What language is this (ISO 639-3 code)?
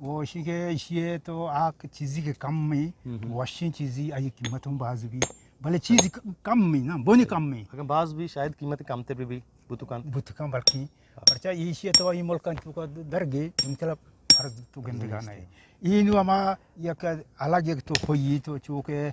bgp